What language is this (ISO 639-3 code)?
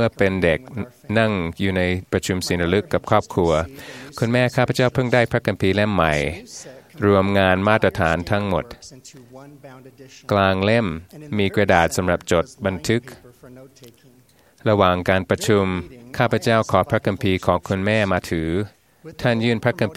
tha